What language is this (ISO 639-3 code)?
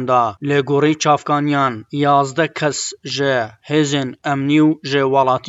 kur